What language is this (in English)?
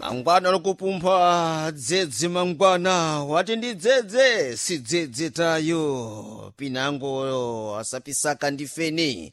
Sena